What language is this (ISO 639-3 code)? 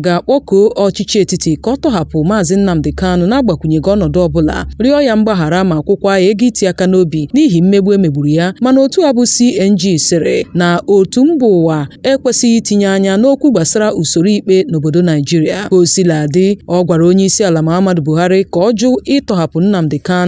ibo